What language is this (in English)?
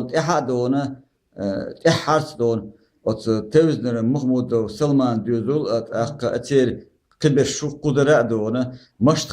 Chechen